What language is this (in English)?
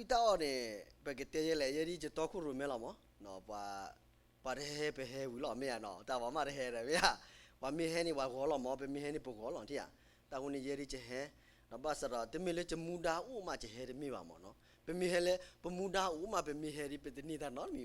S'gaw Karen